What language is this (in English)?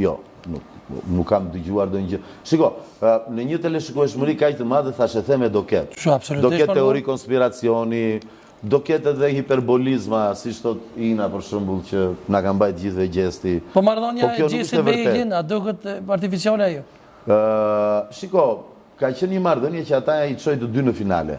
Albanian